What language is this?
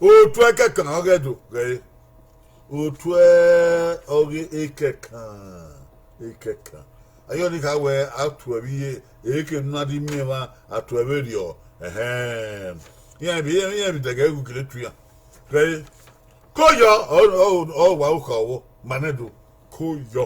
Bini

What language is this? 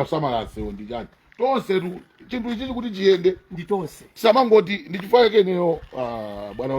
Nyanja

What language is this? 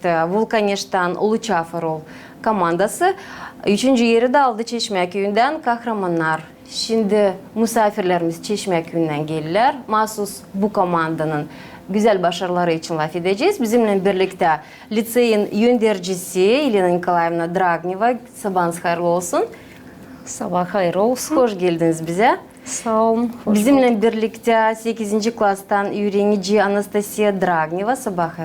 Gagauz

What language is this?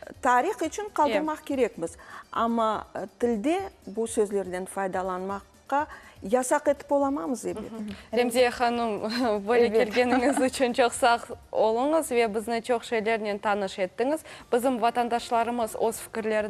Crimean Tatar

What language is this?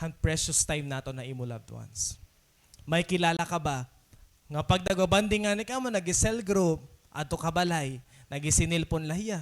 Waray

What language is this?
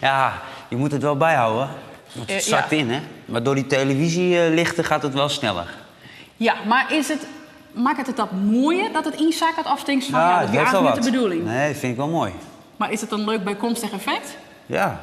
Western Frisian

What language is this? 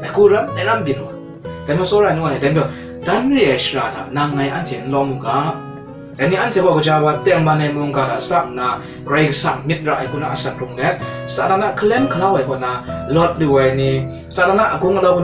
Kachin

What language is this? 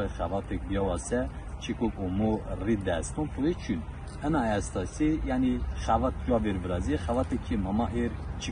Zaza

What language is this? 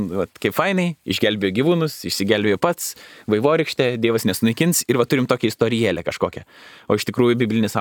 Lithuanian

